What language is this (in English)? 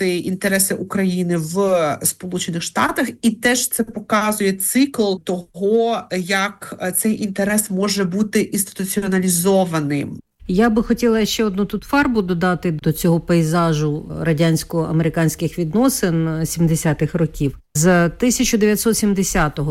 Ukrainian